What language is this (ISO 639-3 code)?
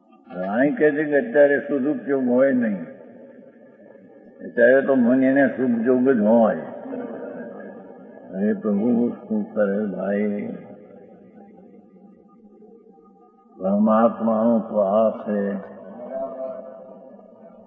guj